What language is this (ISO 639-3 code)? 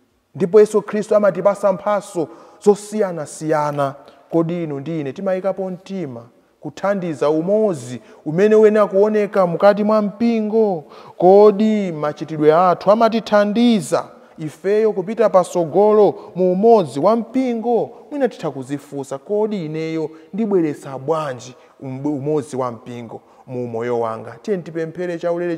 nya